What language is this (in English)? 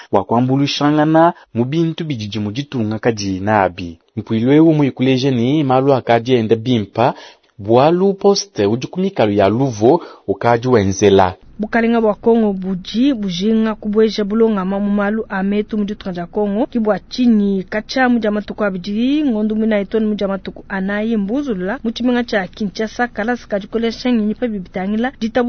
Luba-Lulua